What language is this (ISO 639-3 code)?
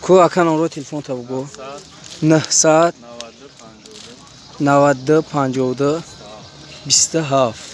tgk